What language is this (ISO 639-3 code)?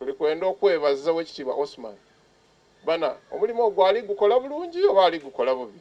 xog